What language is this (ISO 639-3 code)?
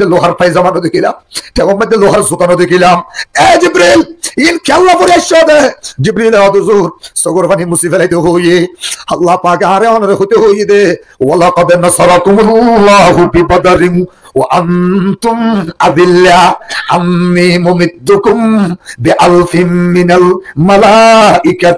rhg